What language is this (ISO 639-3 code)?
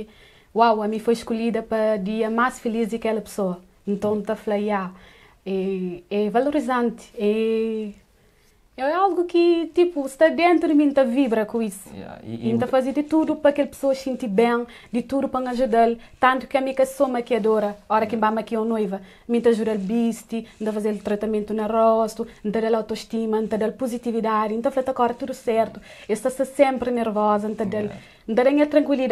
kea